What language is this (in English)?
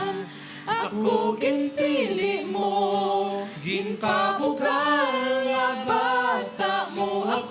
Hiligaynon